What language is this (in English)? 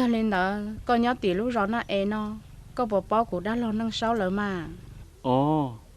Hmong